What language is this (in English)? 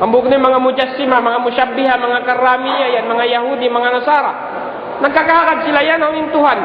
Tausug